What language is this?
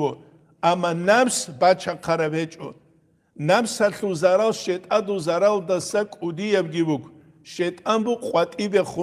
Avaric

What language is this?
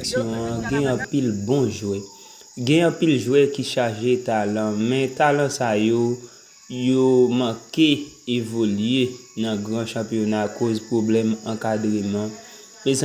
Haitian Creole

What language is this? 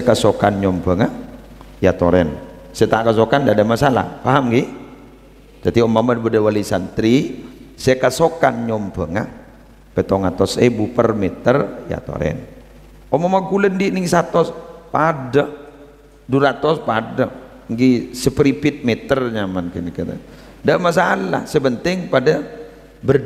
Madurese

